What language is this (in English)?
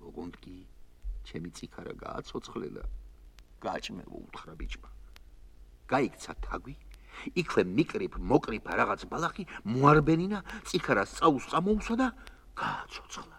Georgian